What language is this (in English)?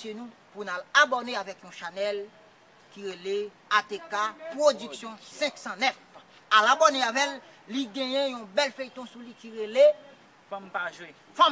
Haitian Creole